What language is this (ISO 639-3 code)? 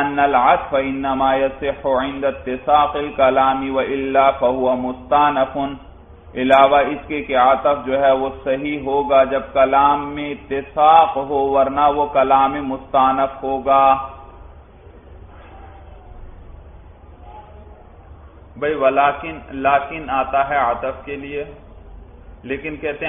urd